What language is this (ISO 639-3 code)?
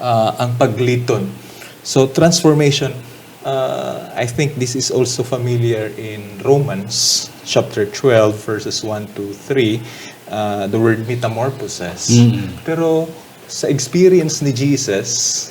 hil